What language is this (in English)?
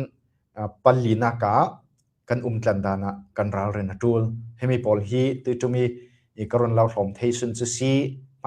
Falam Chin